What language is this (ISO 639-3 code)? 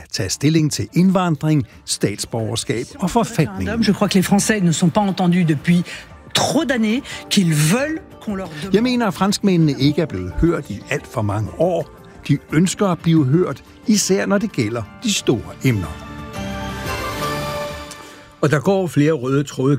dan